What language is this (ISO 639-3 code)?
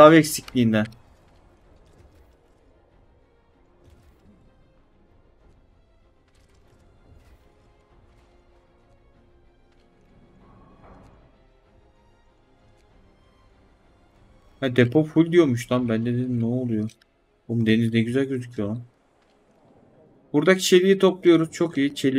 tur